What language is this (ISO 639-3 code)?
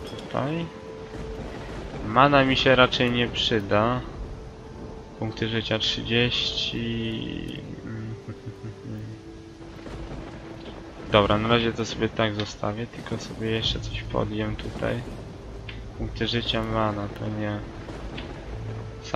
pol